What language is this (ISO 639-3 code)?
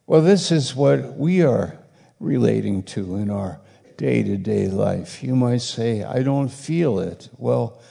eng